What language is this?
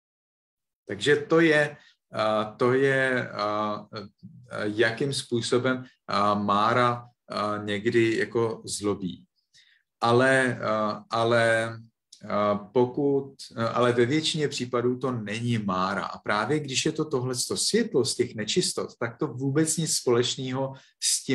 Czech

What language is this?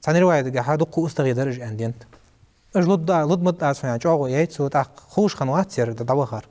Ingush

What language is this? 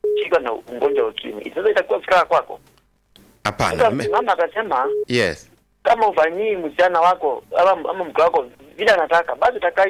Swahili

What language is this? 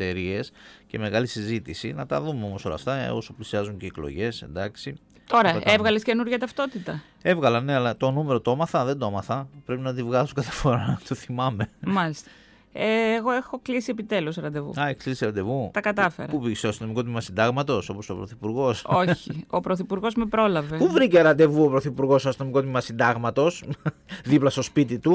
Greek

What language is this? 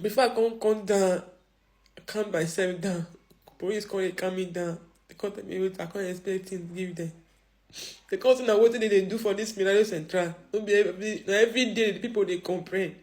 Nigerian Pidgin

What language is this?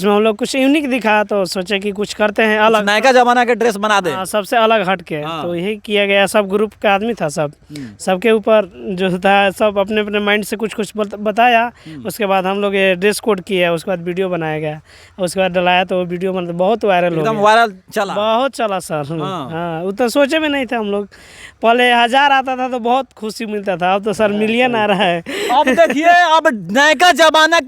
Bhojpuri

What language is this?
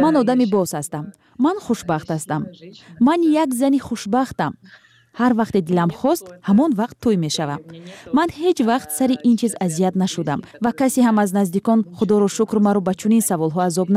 Tajik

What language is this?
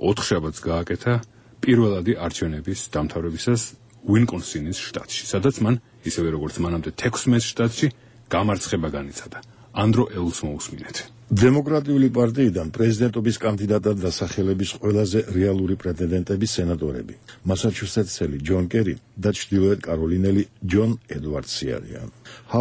Georgian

